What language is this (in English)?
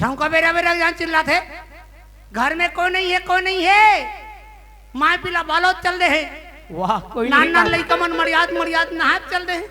Chhattisgarhi